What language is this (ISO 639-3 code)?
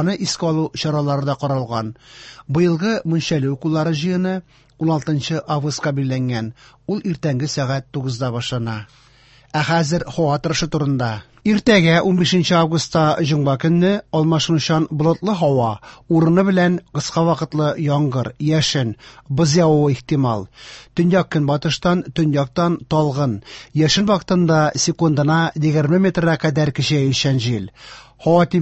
tat